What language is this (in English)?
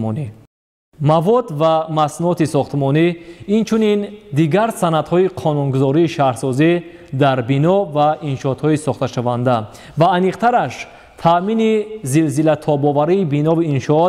Tajik